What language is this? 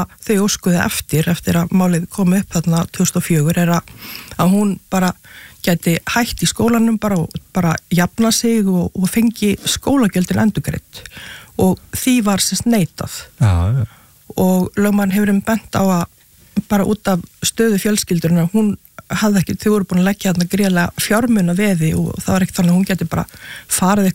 Icelandic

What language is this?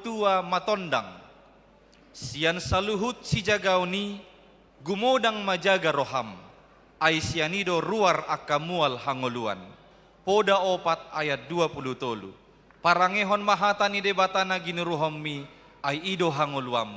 Batak Toba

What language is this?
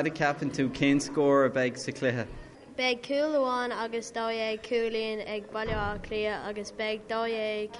Irish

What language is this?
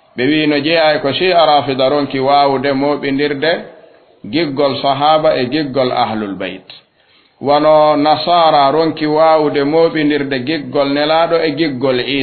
Fula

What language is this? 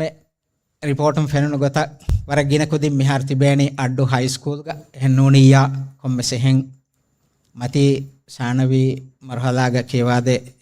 Divehi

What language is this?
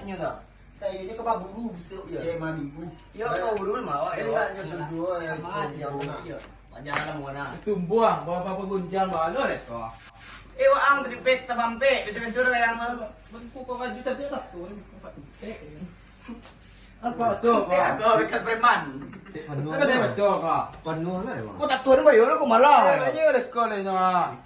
Minangkabau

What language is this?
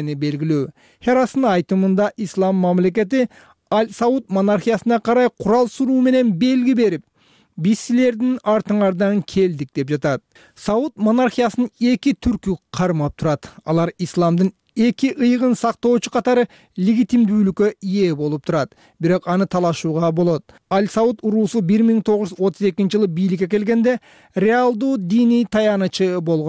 Kyrgyz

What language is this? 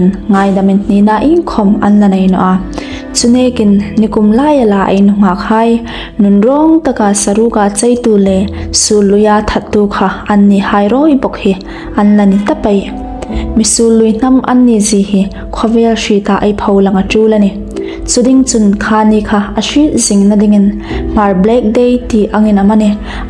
Hmar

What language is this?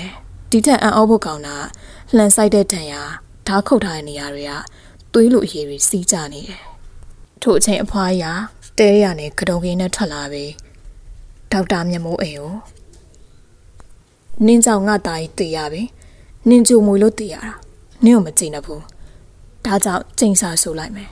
Burmese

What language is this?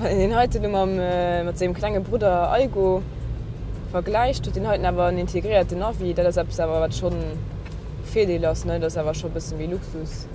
Luxembourgish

